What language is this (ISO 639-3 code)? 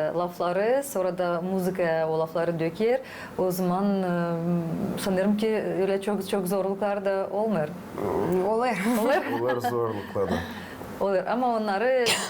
gag